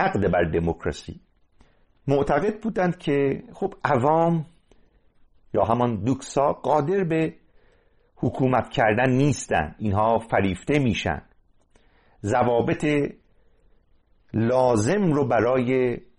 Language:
Persian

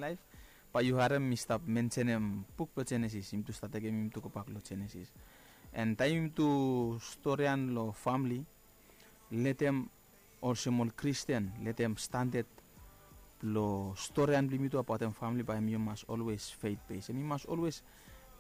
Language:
Bislama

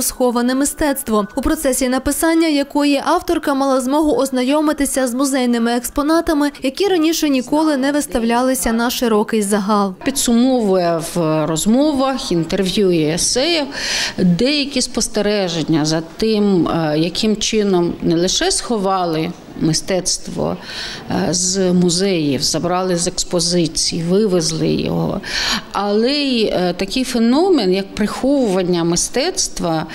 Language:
Ukrainian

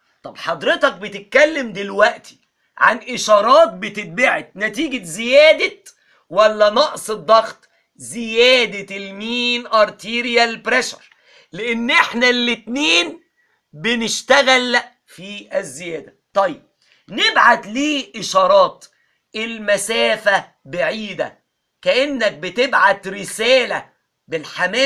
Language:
Egyptian Arabic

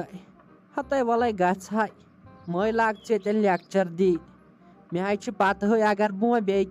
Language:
Kashmiri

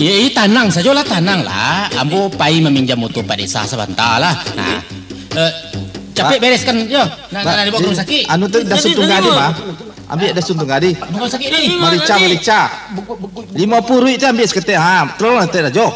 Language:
Minangkabau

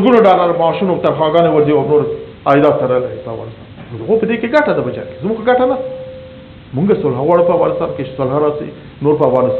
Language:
Pashto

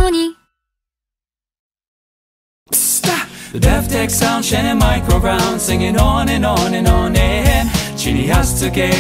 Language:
Japanese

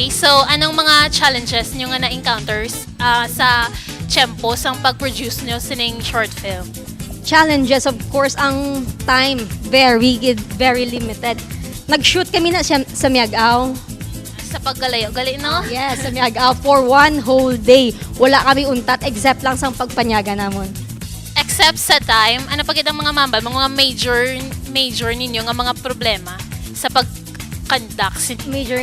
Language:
Hiligaynon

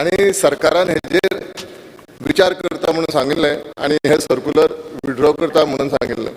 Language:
Konkani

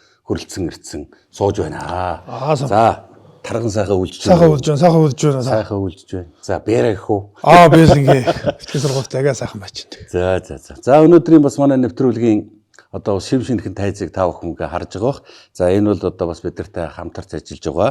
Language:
Mongolian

